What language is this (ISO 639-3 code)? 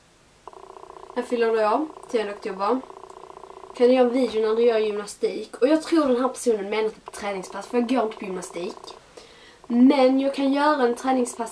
swe